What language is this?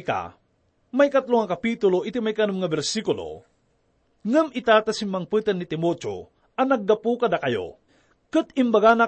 Iloko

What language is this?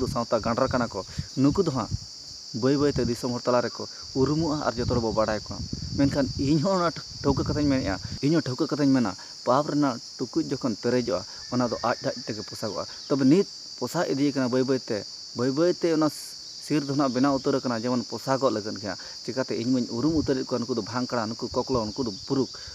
Santali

